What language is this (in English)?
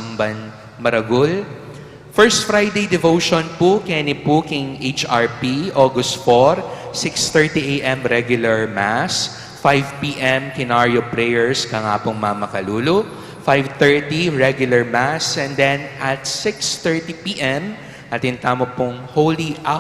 Pampanga